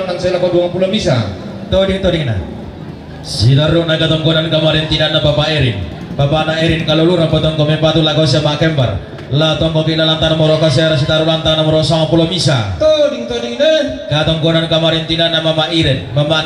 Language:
Toraja-Sa'dan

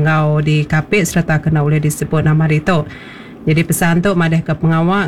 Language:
Iban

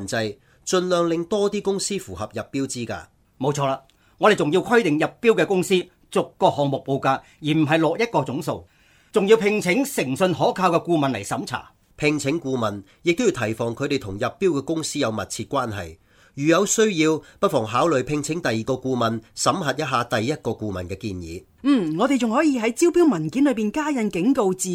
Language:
Cantonese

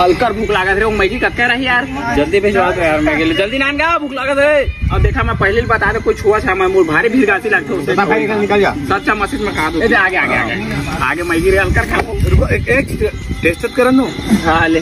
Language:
Chhattisgarhi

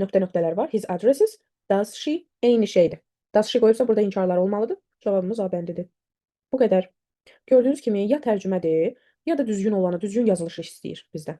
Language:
Azerbaijani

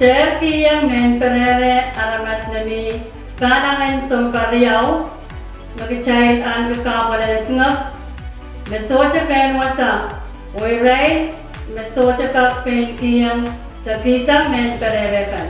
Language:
Pohnpeian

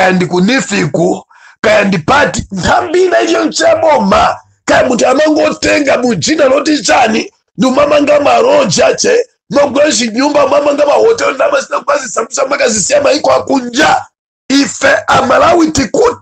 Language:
Nyanja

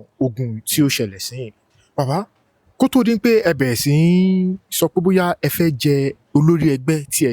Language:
Yoruba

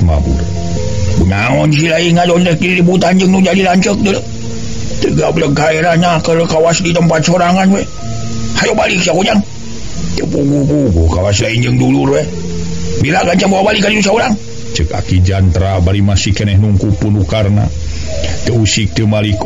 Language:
Sundanese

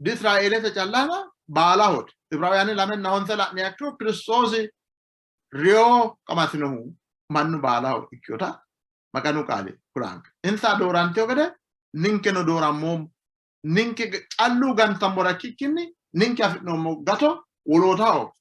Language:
Sidamo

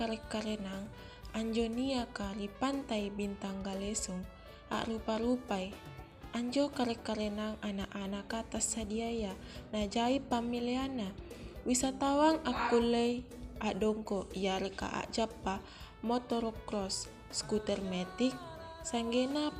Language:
Makasar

